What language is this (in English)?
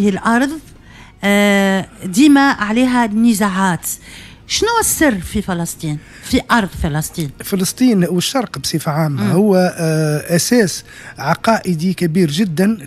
Tunisian Arabic